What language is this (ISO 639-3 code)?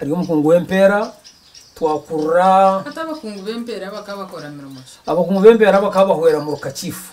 nyn